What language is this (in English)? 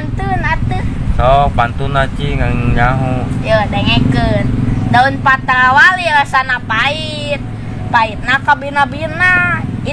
Sundanese